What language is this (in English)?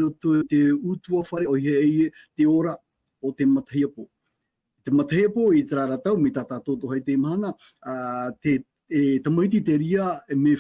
Tahitian